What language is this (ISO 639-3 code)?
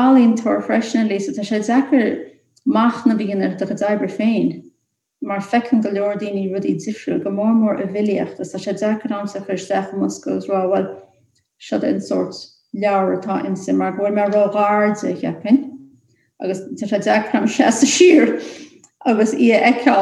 gle